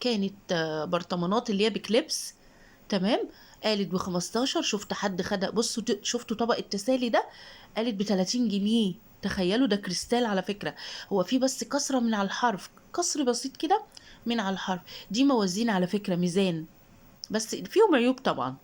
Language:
Egyptian Arabic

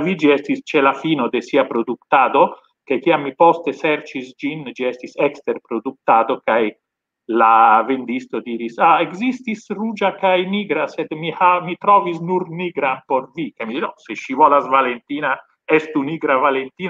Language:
Esperanto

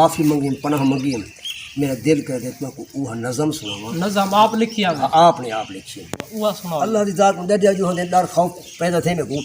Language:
Saraiki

